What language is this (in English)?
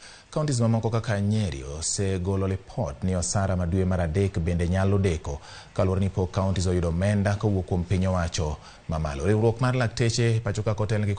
Luo (Kenya and Tanzania)